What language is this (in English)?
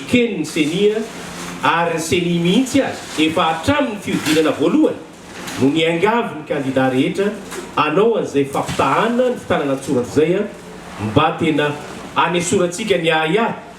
Malagasy